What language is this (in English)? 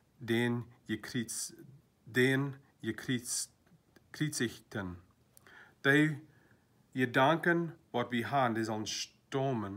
Plautdietsch